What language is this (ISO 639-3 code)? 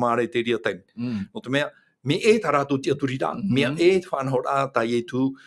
tah